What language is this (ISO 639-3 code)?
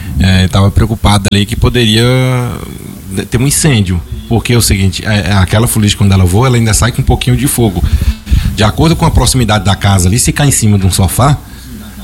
por